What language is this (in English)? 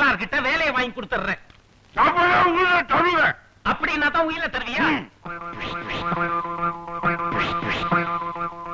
Tamil